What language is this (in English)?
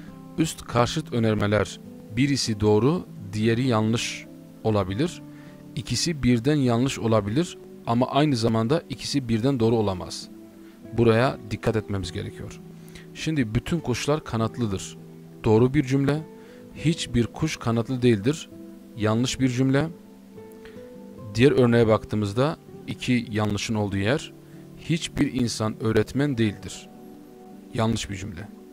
Turkish